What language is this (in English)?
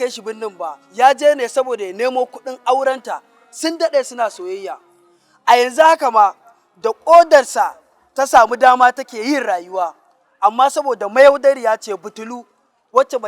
Hausa